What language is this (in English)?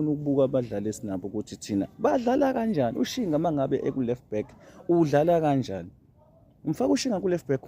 Zulu